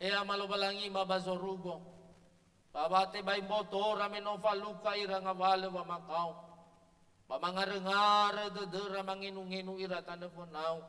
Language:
Nias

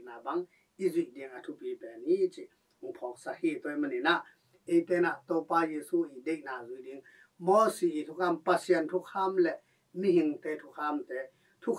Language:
Tedim Chin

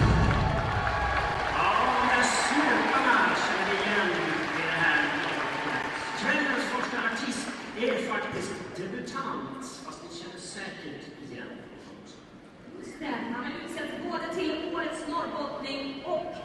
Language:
Swedish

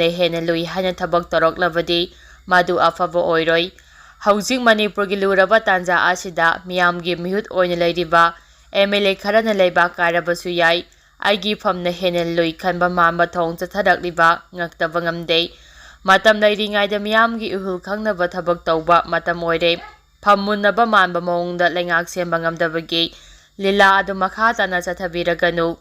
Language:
Manipuri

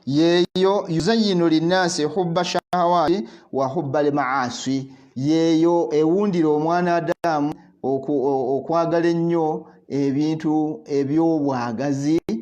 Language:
Ganda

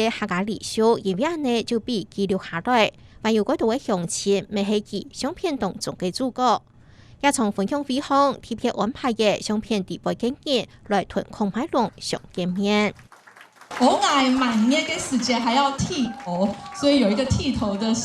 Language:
Hakka Chinese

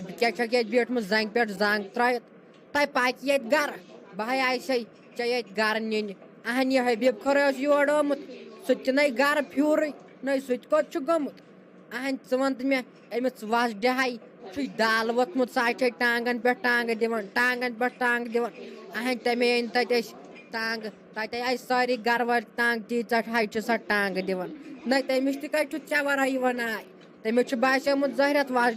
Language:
Kashmiri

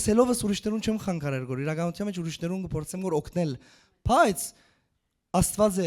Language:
Western Armenian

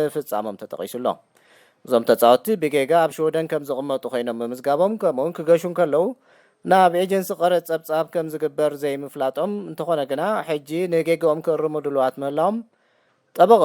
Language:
Tigrinya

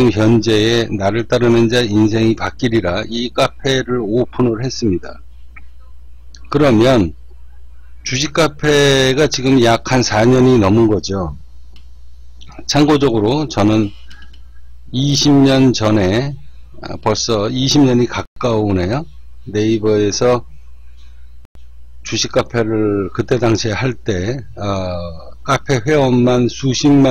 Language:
Korean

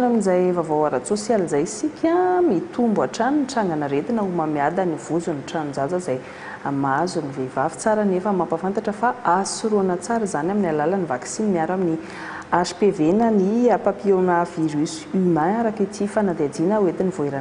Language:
Malagasy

